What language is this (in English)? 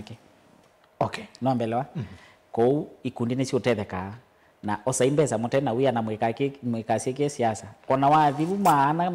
Kamba